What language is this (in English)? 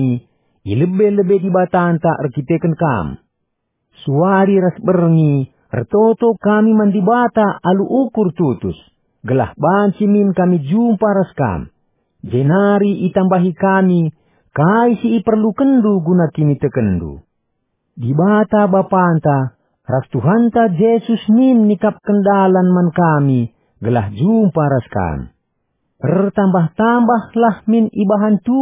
Batak Karo